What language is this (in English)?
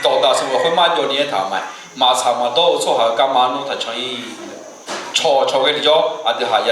Akha